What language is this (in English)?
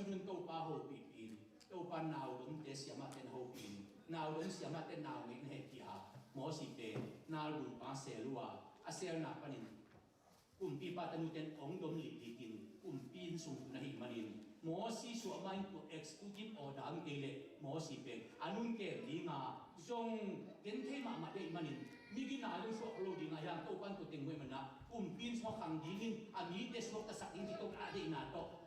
Tedim Chin